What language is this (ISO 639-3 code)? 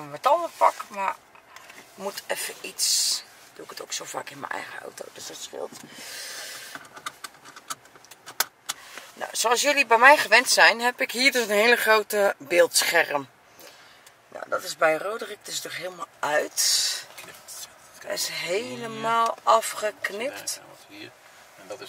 nld